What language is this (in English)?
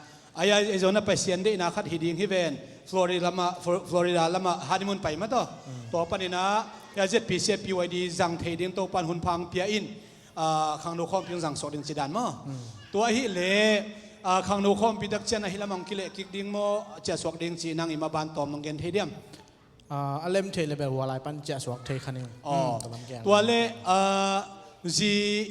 Tedim Chin